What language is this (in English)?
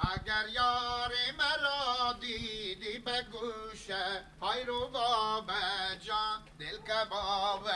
Persian